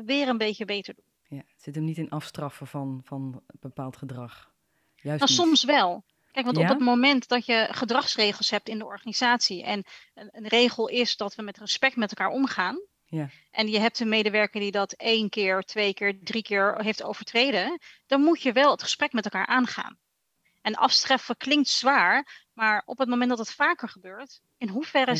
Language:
Dutch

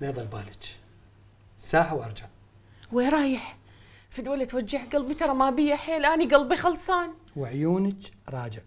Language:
Mesopotamian Arabic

